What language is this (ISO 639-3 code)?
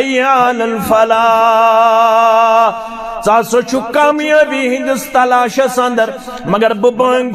kas